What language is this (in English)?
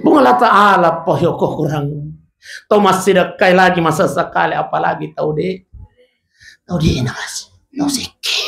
Buginese